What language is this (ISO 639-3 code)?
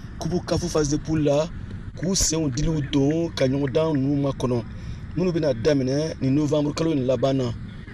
bam